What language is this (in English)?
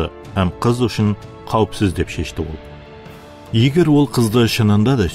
Kara-Kalpak